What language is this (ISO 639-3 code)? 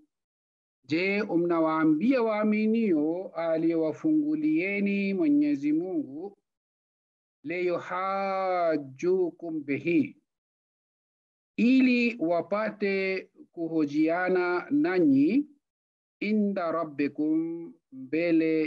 swa